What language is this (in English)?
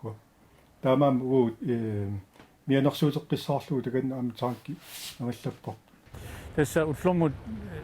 Kalaallisut